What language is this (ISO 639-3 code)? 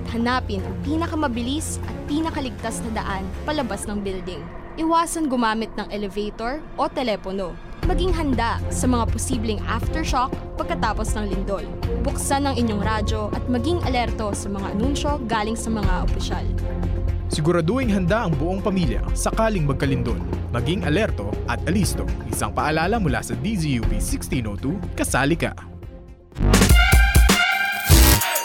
fil